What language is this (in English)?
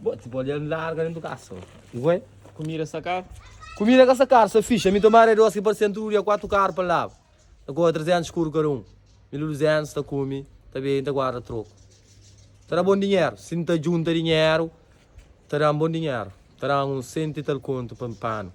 Kabuverdianu